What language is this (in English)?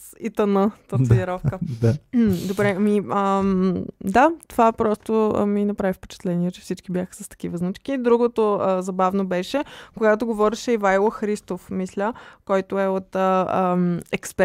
Bulgarian